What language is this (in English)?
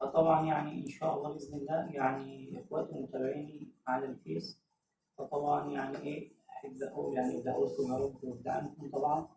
Egyptian Arabic